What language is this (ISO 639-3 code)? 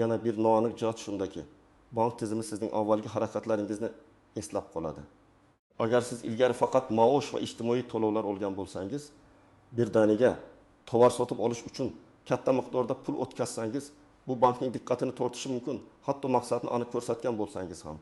uzb